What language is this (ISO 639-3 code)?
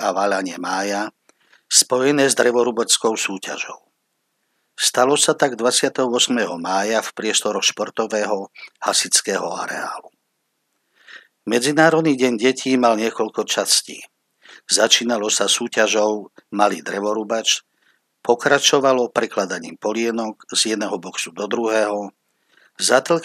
slk